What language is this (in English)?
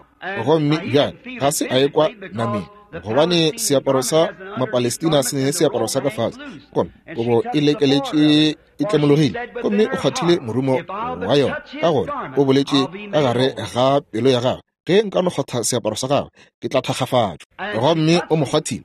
Northern Sotho